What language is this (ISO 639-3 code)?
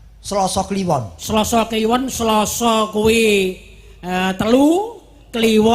jav